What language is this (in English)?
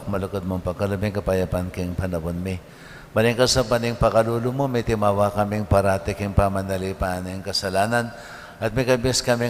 Pampanga